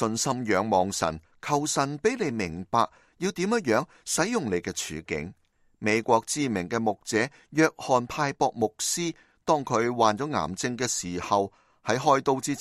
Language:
Cantonese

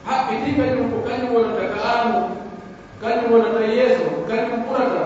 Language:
Pular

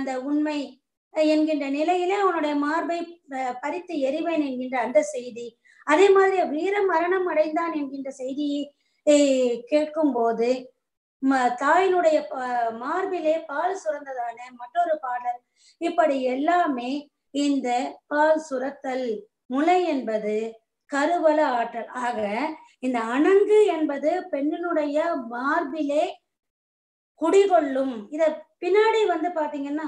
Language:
Tamil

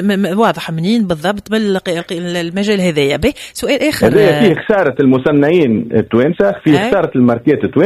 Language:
Tunisian Arabic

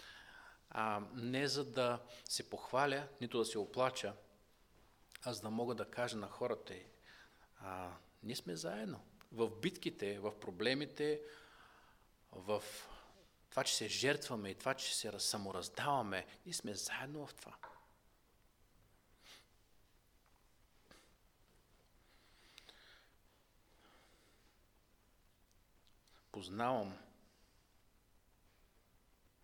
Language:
Bulgarian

